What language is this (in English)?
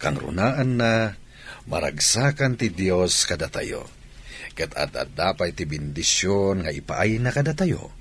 Iloko